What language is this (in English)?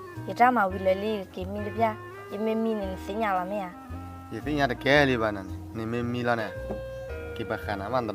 S'gaw Karen